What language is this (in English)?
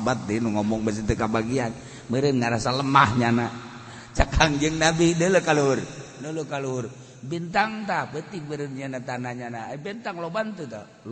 Sundanese